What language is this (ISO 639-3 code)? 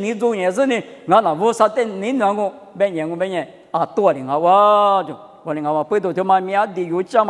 lis